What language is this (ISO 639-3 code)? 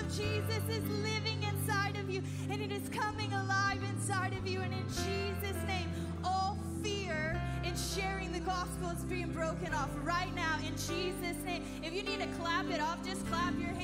eng